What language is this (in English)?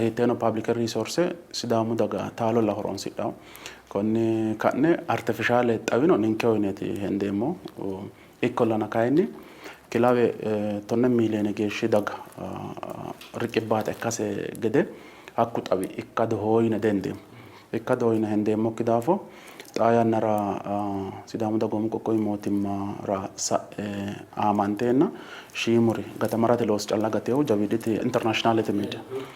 Sidamo